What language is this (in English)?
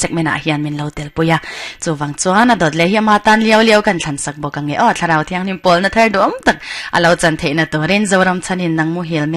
Mizo